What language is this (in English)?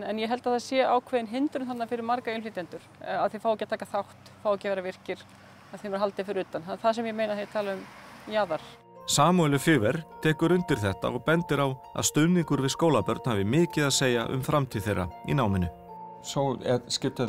Icelandic